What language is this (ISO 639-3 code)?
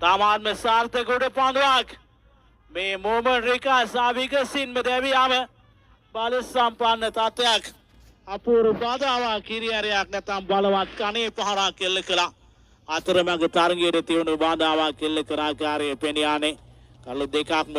sin